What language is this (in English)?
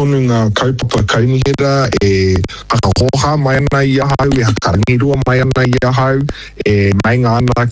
Māori